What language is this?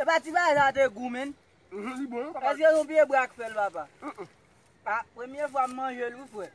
Haitian Creole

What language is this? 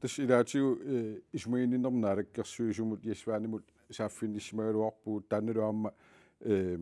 Kalaallisut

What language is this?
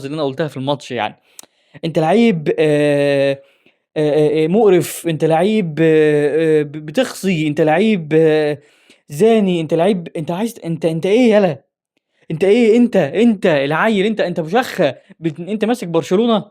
Egyptian Arabic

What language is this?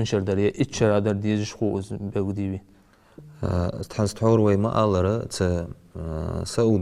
Ingush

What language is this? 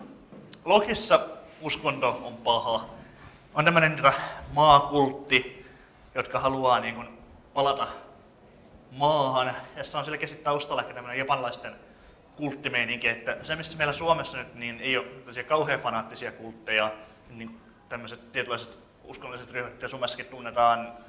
Finnish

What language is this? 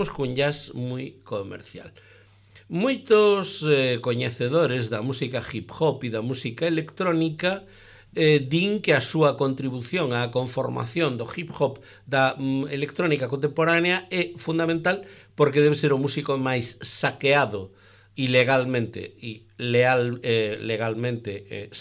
Galician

